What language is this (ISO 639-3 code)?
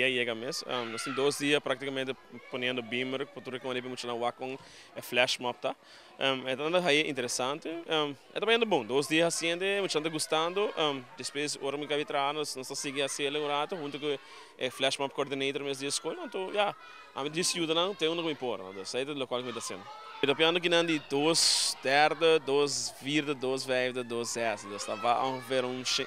pap